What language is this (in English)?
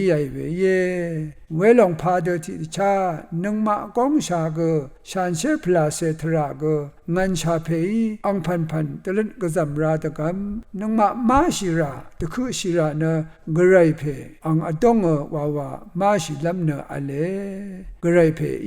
Rawang